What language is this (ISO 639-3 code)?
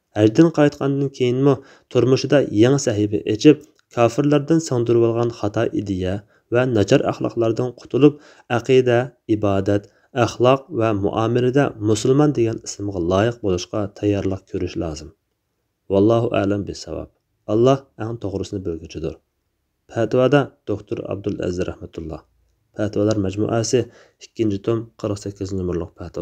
uig